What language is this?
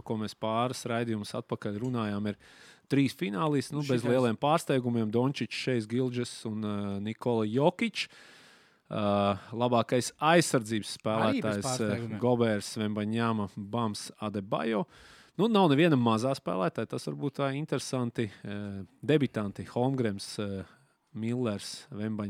Latvian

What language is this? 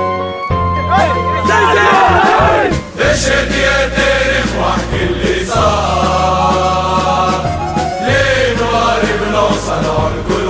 Tunisian Arabic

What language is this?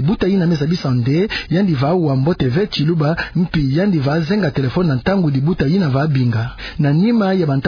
Kituba (Democratic Republic of Congo)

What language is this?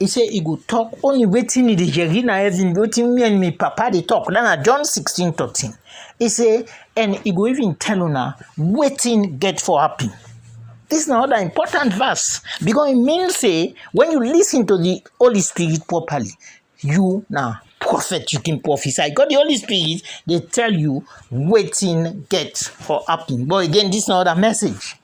Krio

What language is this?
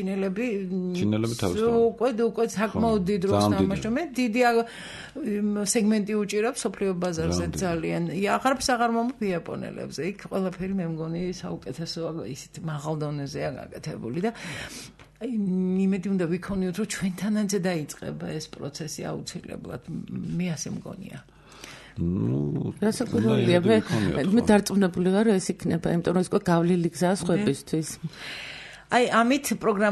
Georgian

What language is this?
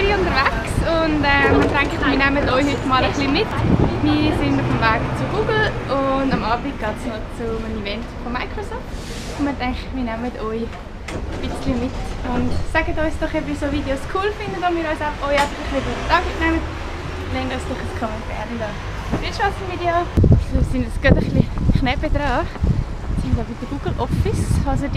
Swiss German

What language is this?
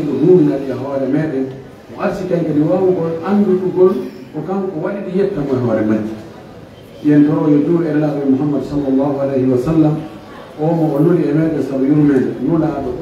Fula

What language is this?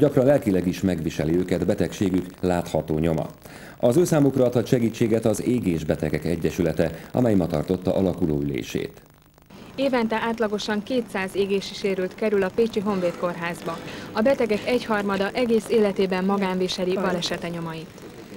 Hungarian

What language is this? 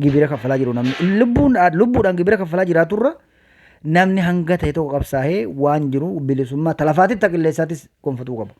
Oromo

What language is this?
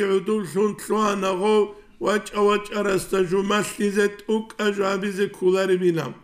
Avaric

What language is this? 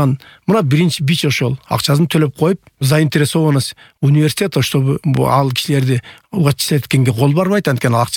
Kyrgyz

